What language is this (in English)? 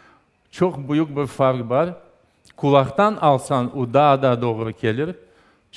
Crimean Tatar